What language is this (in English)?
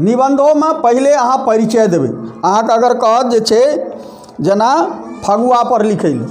Maithili